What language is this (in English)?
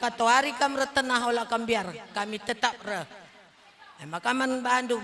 Batak Karo